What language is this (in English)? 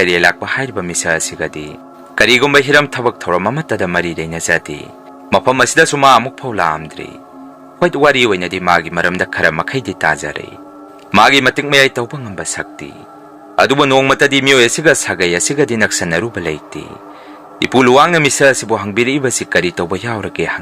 Manipuri